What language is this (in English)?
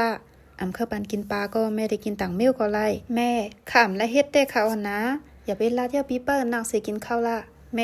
Shan